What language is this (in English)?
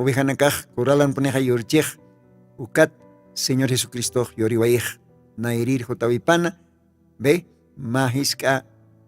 Aymara